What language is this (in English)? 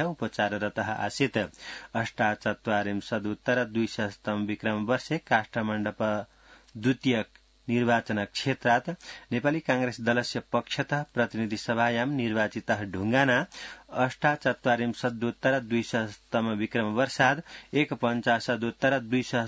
Sanskrit